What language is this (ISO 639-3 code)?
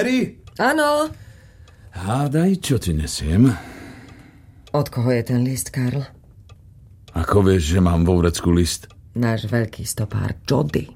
slk